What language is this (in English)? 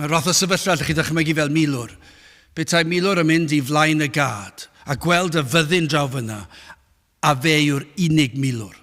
Welsh